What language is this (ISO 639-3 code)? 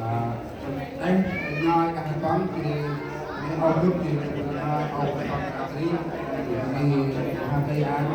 cmo